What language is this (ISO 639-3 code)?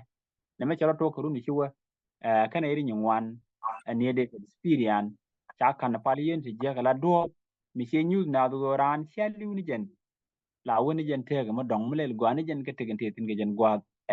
nus